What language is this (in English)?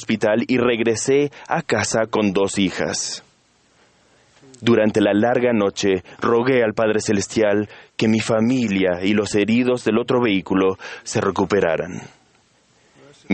Spanish